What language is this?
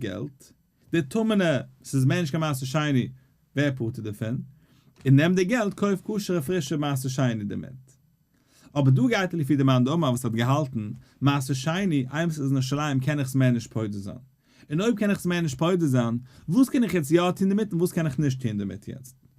Yiddish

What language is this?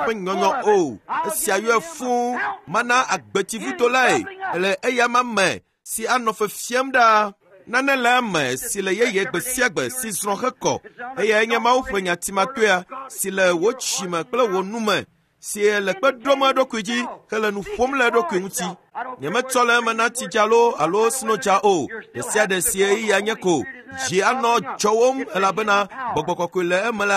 Ewe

